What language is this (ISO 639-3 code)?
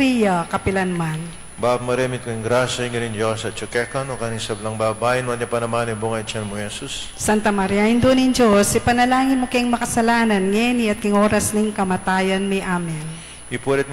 pam